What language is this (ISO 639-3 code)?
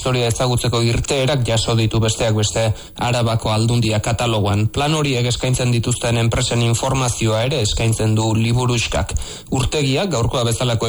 eus